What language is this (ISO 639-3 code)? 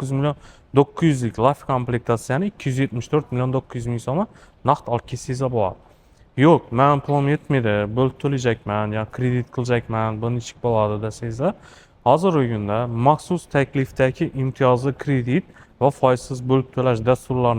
uzb